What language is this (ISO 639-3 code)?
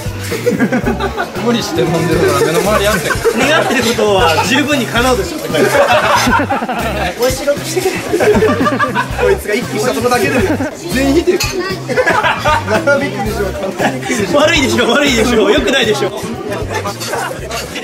jpn